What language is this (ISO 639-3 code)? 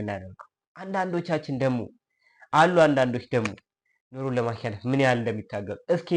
amh